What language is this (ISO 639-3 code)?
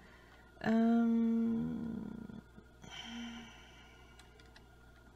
deu